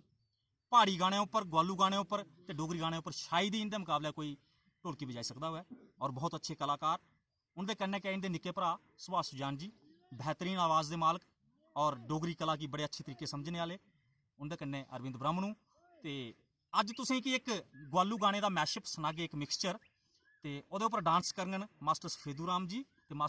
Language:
Dogri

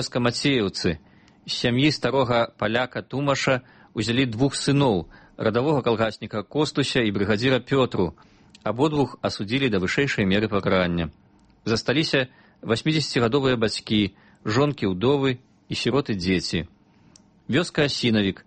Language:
Belarusian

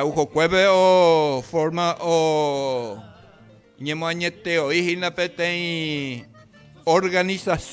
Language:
Guarani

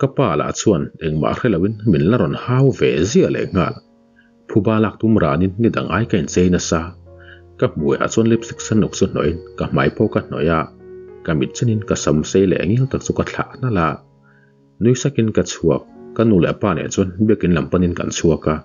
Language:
Mizo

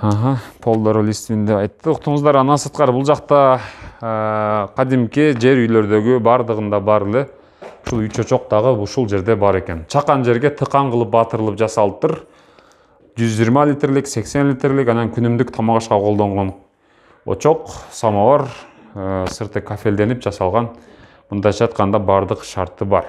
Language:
Kyrgyz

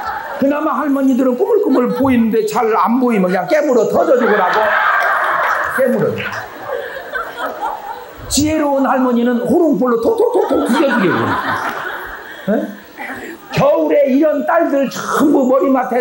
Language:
Korean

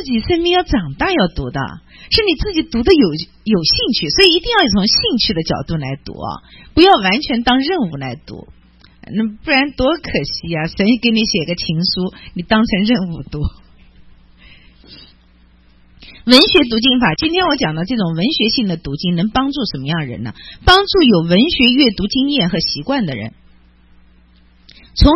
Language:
Chinese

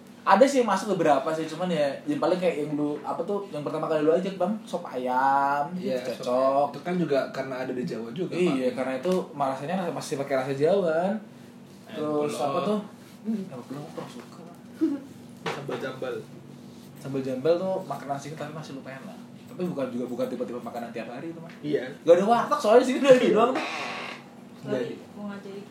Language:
Indonesian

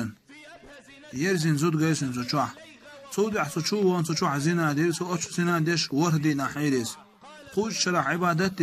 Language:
Chechen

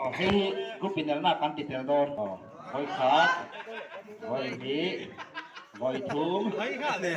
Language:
Mizo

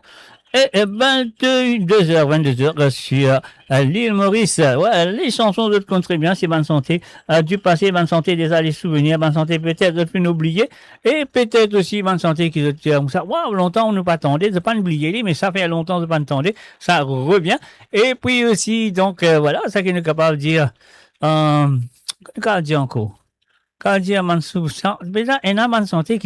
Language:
Morisyen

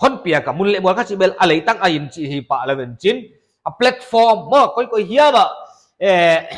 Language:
Paite Chin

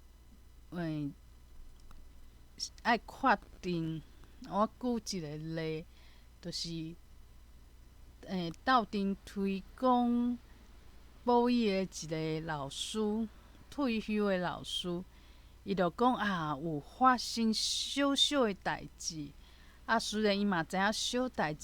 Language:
Min Nan Chinese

